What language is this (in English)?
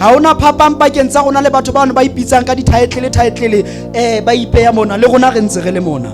Southern Sotho